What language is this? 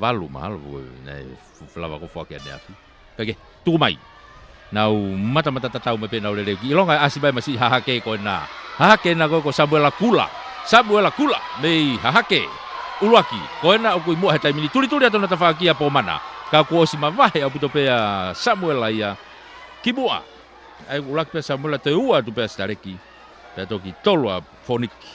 Tongan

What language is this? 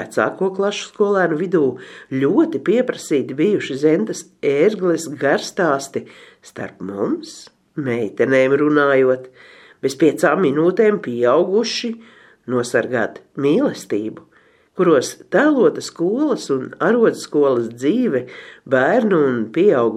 Latvian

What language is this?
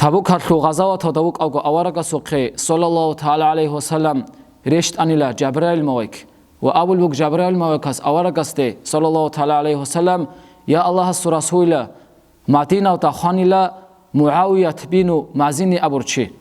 Avaric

